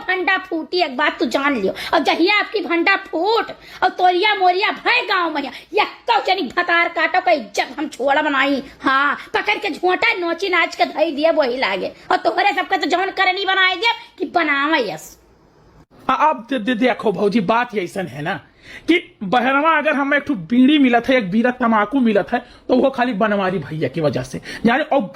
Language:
Awadhi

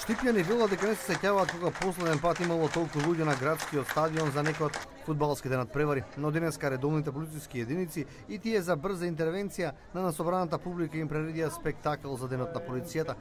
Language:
Macedonian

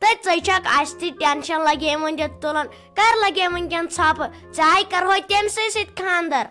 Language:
Kashmiri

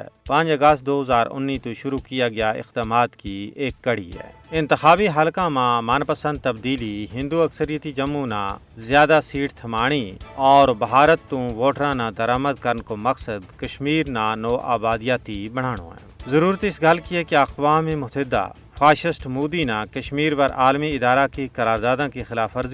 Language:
Gujari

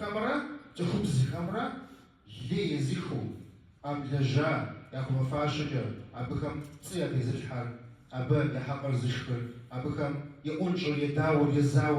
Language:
Kabardian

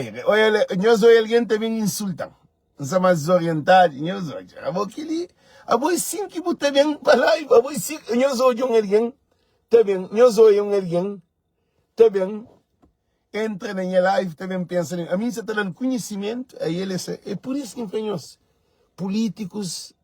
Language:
Kabuverdianu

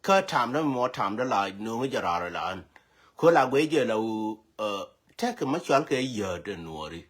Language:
Nuer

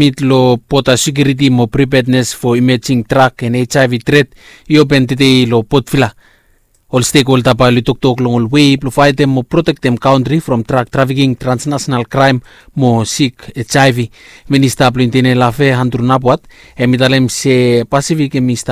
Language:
Bislama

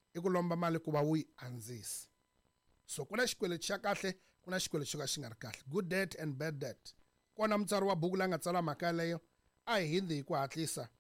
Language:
Tsonga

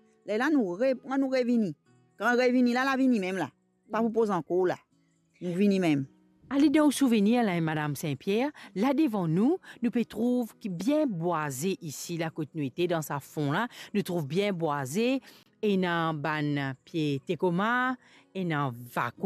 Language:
Morisyen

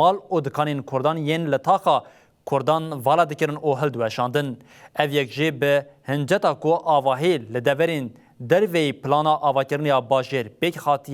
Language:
Kurdish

